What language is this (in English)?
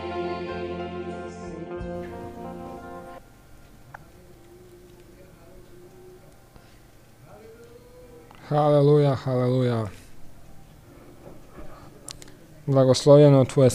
Croatian